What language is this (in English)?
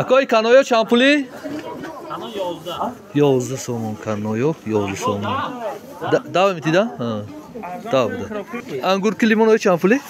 Tajik